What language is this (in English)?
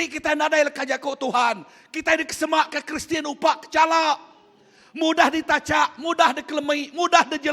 Iban